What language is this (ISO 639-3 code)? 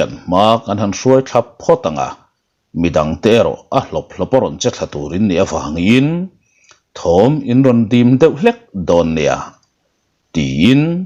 lus